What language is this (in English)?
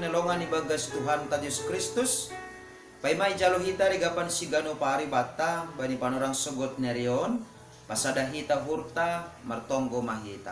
Batak Simalungun